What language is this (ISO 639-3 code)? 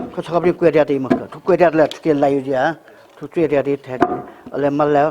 new